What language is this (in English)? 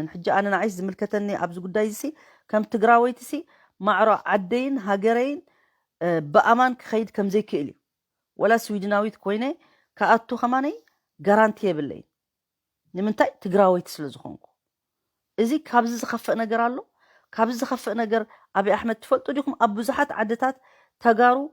Tigrinya